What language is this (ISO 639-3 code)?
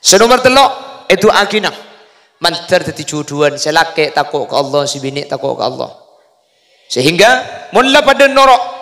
mad